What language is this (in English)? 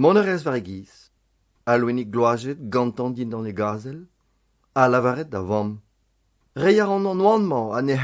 Breton